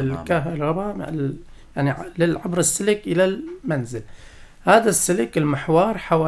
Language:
North Levantine Arabic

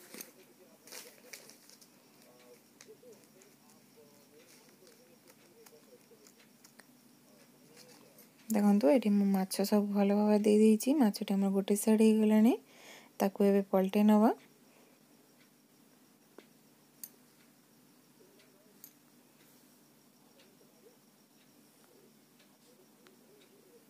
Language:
Odia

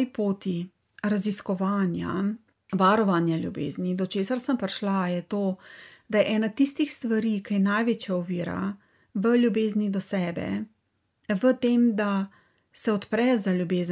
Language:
Slovenian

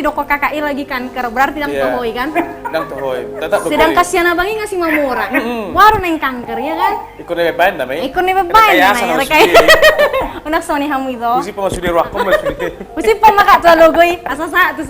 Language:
Batak Toba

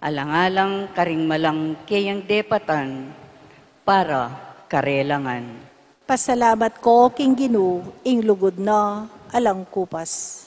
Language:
Pampanga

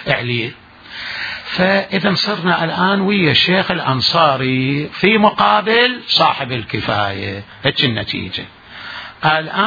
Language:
Mesopotamian Arabic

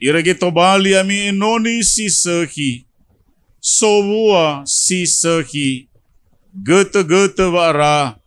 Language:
Nias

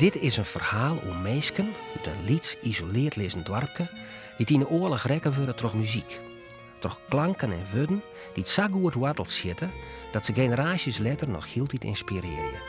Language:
Western Frisian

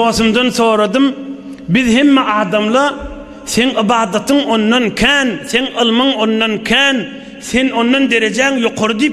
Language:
Turkmen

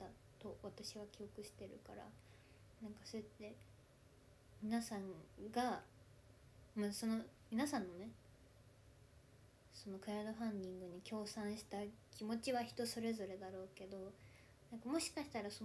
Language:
Japanese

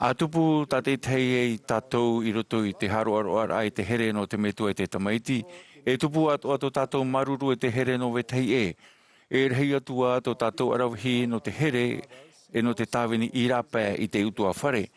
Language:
Tahitian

